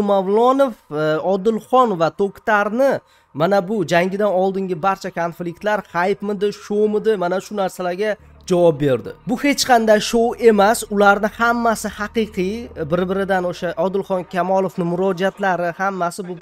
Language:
Uzbek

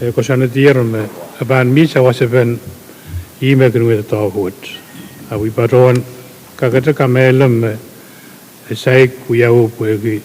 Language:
Pohnpeian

